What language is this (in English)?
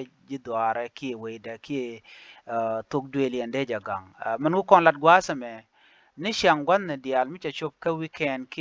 Nuer